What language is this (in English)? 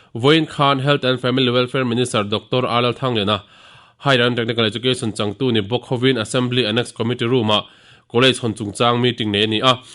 Mizo